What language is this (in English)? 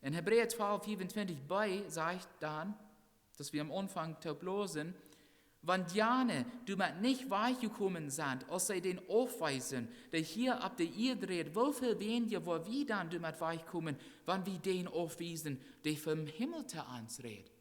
Plautdietsch